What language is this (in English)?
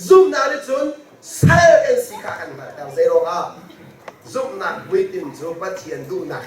Hakha Chin